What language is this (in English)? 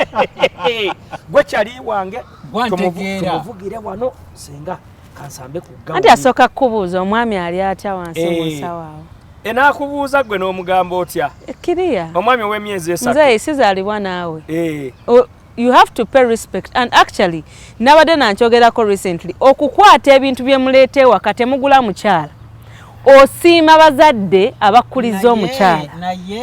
Ganda